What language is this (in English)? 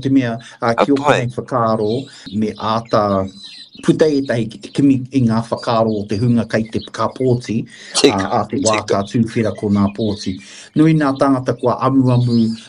Māori